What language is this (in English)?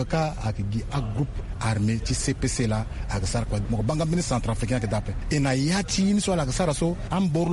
Sango